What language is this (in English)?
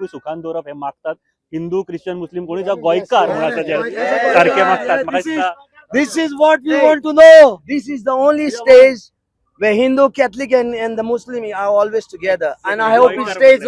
Konkani